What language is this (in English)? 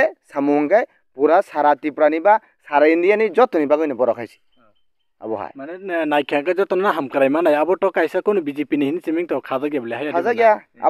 Kok Borok